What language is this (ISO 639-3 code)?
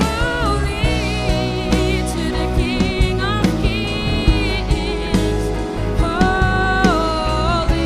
abs